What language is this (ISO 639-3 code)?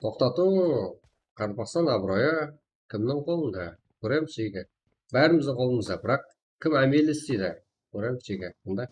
kaa